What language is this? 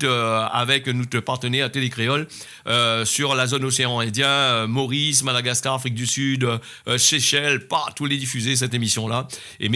Réunion Creole French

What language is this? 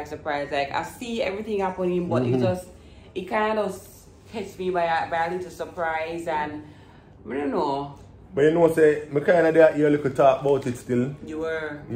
Jamaican Creole English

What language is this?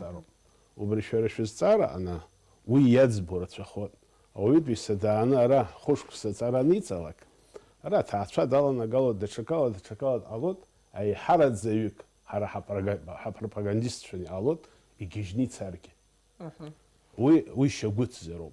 Abkhazian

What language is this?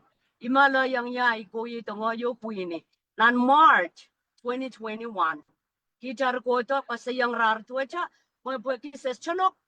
Pohnpeian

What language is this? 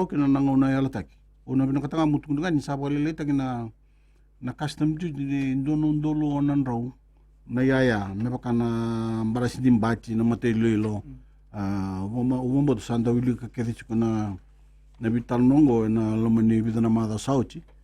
Fijian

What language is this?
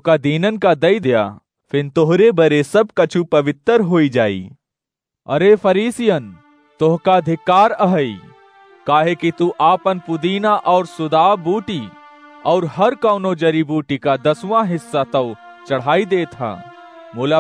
Awadhi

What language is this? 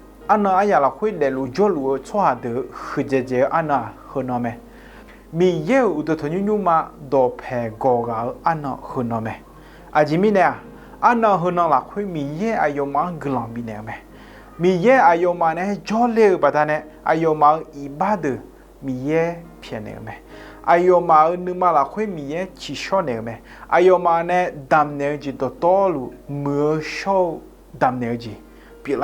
Akha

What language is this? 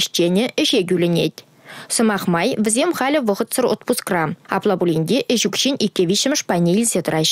Chuvash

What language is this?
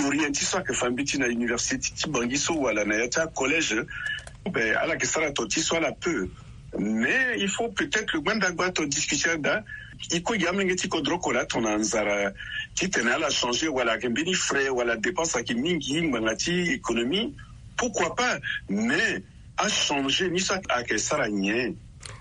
Sango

